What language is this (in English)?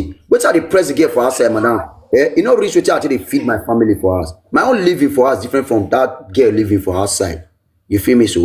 Nigerian Pidgin